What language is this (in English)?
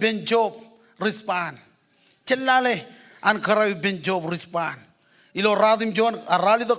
Marshallese